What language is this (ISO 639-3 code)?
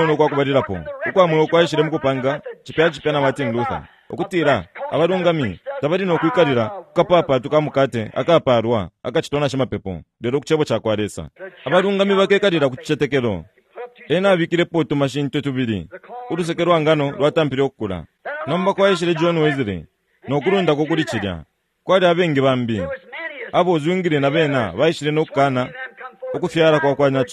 bem